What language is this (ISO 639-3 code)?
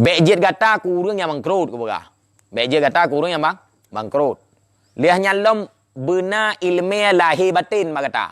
ace